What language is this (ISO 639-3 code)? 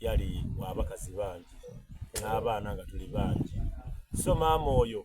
xog